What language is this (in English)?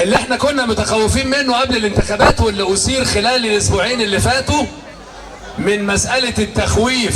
Egyptian Arabic